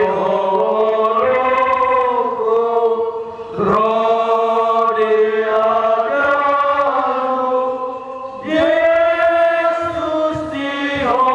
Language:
Batak Toba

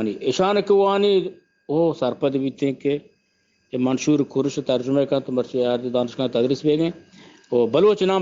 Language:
Eastern Balochi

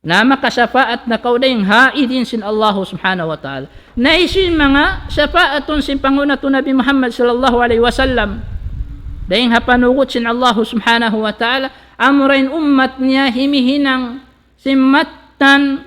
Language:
Tausug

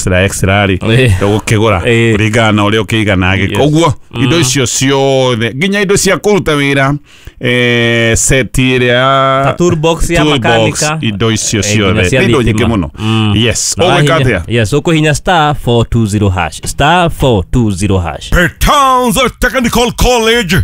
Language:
Kikuyu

